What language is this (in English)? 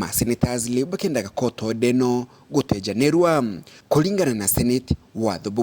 Meru